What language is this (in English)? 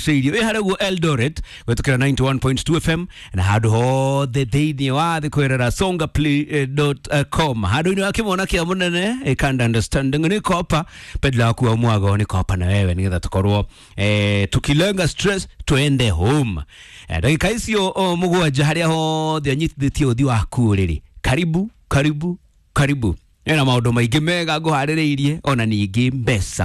Kikuyu